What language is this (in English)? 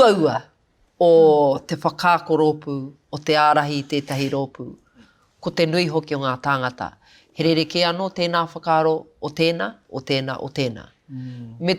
Māori